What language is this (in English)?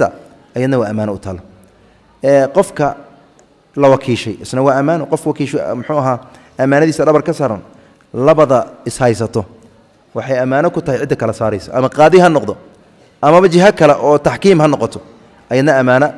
Somali